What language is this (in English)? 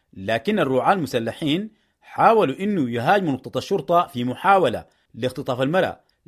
Sudanese Arabic